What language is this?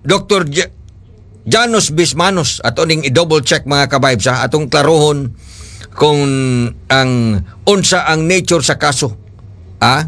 Cebuano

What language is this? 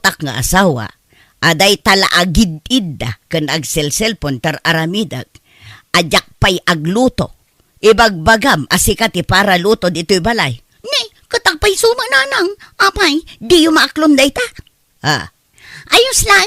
Iloko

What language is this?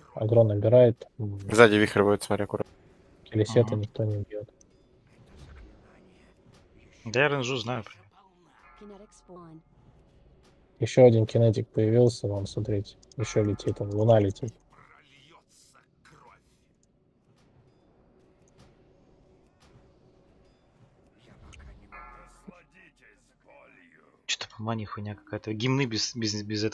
Russian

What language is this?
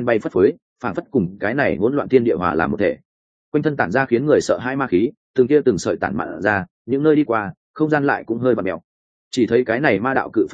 Vietnamese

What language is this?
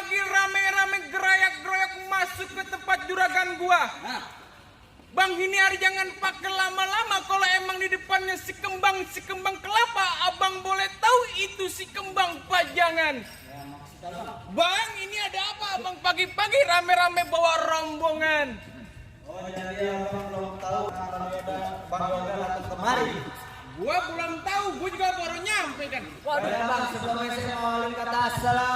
Betawi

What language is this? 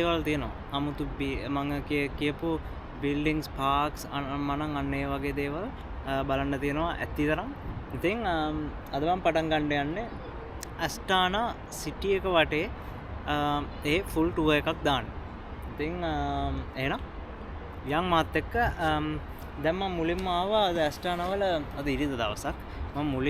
Sinhala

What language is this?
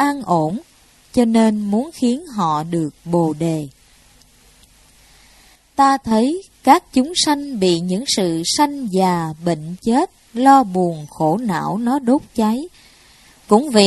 Vietnamese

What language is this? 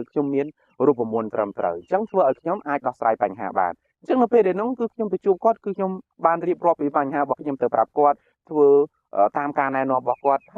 Khmer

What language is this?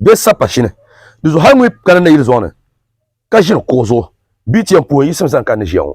Dagbani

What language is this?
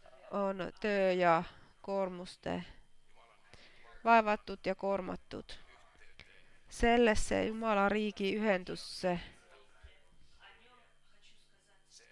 Finnish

